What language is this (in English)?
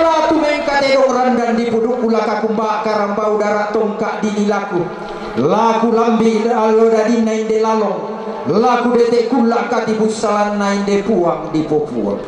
Toraja-Sa'dan